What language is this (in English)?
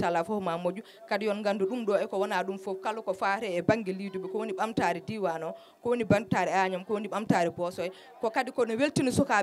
Fula